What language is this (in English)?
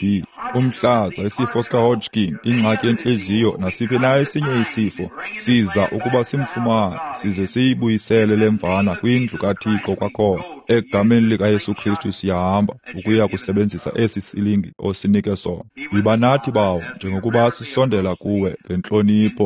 Xhosa